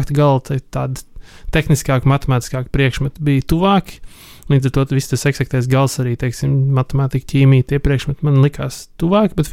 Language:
Latvian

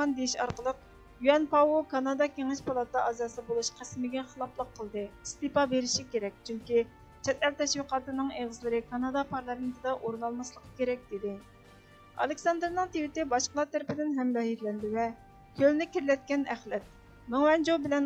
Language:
Uyghur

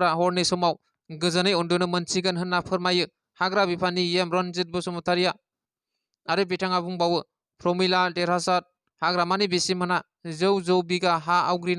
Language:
Bodo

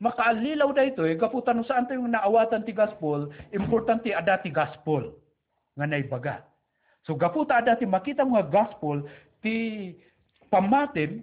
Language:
Iloko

